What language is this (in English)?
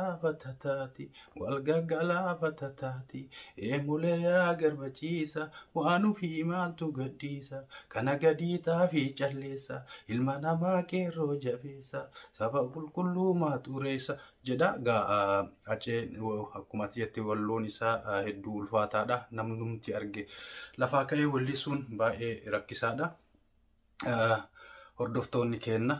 Oromo